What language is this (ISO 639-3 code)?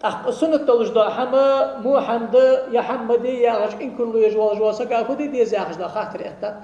inh